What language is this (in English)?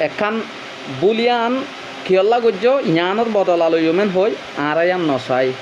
Rohingya